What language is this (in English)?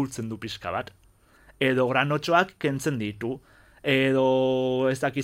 Basque